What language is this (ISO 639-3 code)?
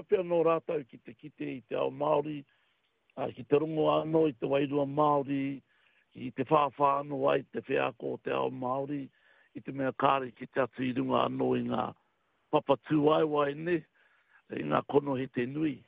mri